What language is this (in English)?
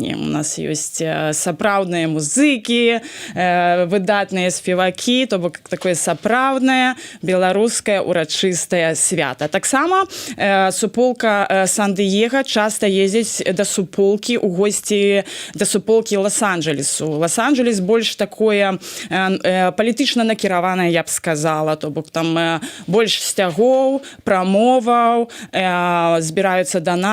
Belarusian